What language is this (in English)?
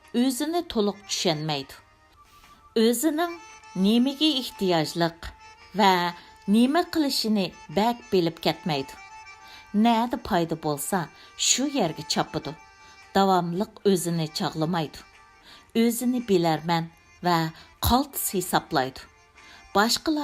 Uyghur